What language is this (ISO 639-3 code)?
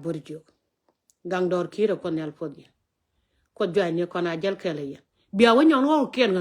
nus